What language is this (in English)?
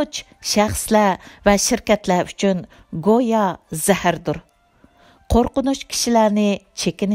Uyghur